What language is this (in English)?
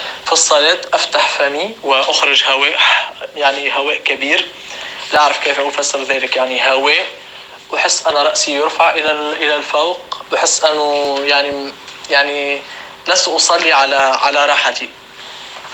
North Levantine Arabic